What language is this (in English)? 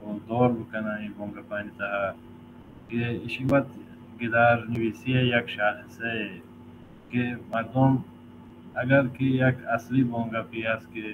Baluchi